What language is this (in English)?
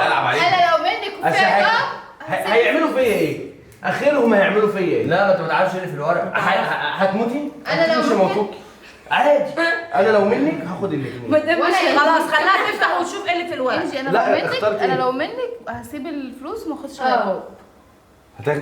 Egyptian Arabic